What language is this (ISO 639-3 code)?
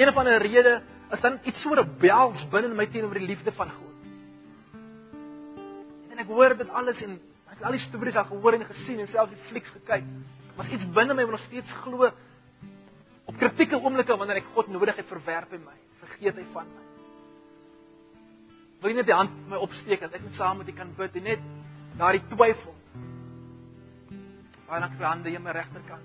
afr